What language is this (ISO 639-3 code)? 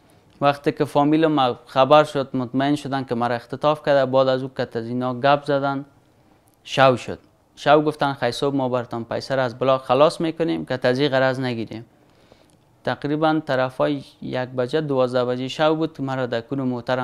fas